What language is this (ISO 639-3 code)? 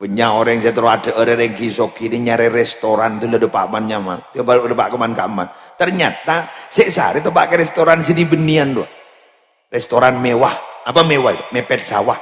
mad